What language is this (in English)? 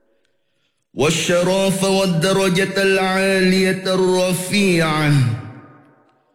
Malay